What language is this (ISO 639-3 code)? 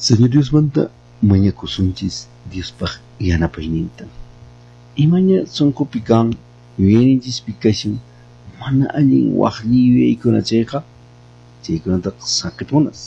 que